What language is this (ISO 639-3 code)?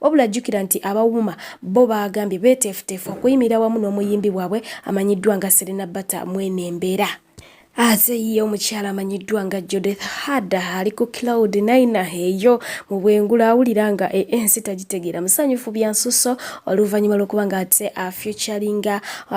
lug